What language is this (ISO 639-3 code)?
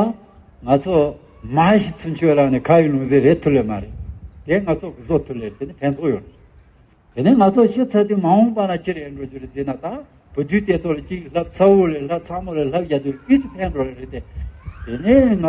bod